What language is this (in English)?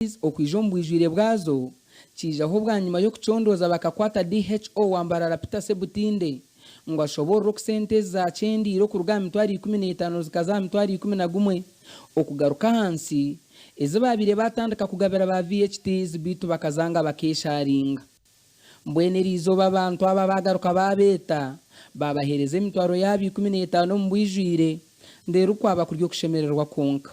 Nyankole